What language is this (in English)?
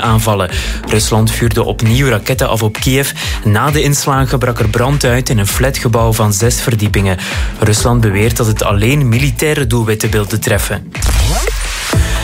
Dutch